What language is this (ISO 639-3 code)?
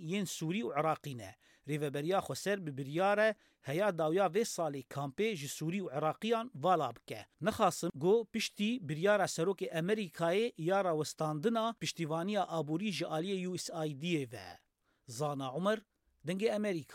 kur